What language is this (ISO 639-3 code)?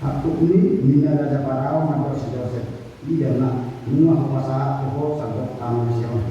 bbc